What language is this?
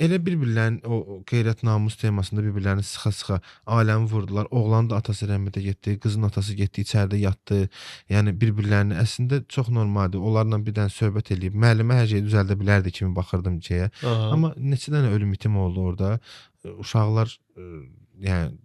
Azerbaijani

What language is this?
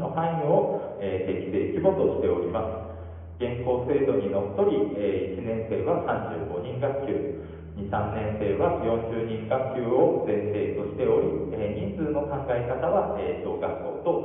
Japanese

